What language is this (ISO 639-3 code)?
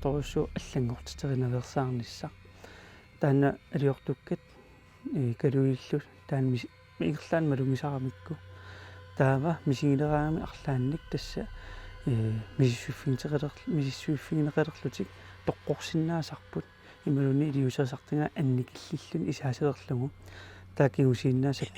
kal